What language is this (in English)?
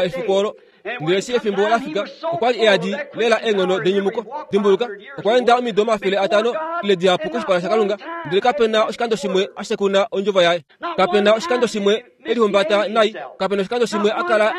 Kuanyama